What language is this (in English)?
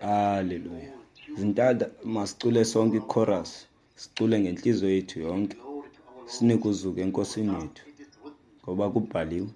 Xhosa